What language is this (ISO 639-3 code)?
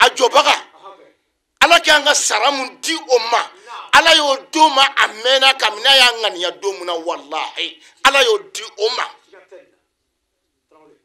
bam